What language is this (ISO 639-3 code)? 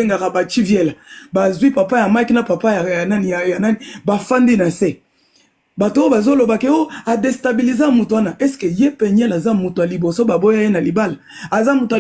lin